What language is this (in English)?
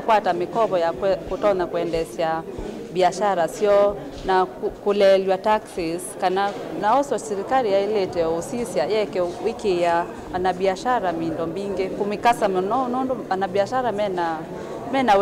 Kamba